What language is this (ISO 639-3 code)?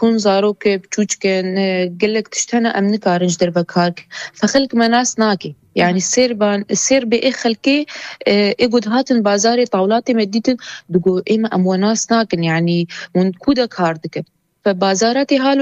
kur